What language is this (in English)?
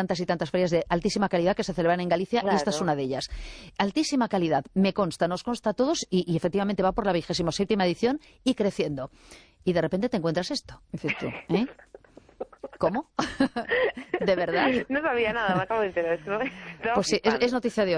Spanish